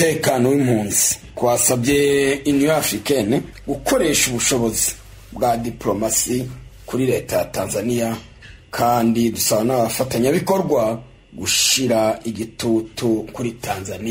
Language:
Rundi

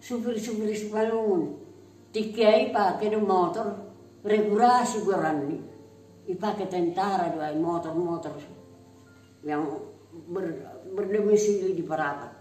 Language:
Batak Simalungun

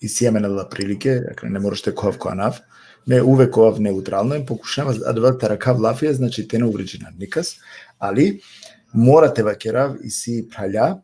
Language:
Balkan Romani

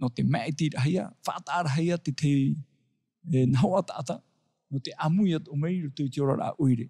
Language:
Tahitian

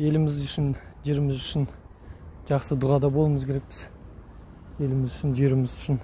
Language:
Kazakh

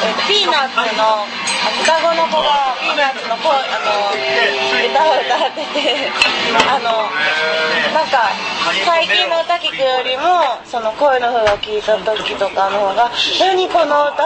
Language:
Japanese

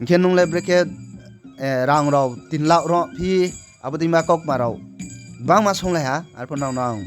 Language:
Riang (India)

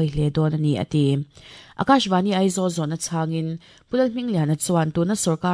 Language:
Mizo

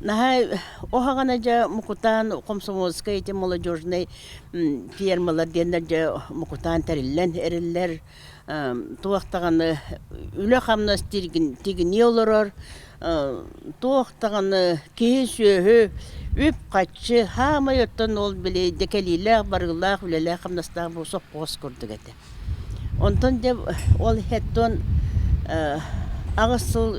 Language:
Yakut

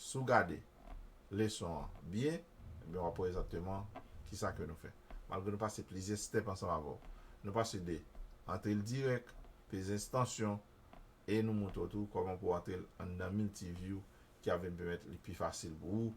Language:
Haitian Creole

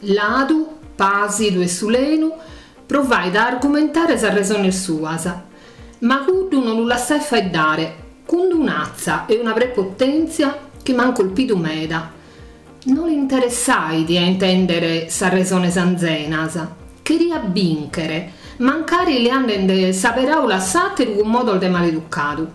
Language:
Sardinian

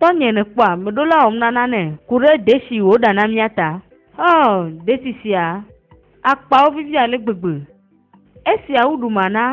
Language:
Ewe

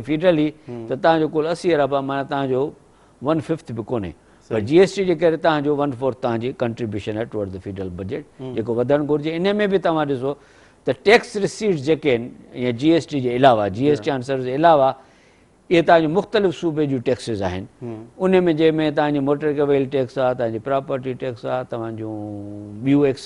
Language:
Sindhi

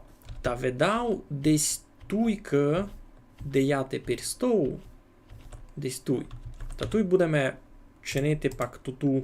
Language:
Rusyn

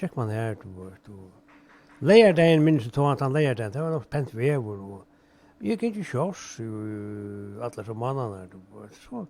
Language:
Faroese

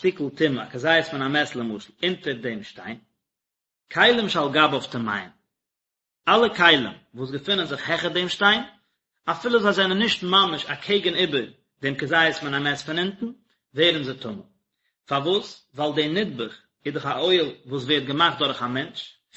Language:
Yiddish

